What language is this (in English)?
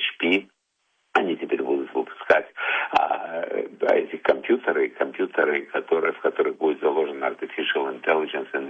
Russian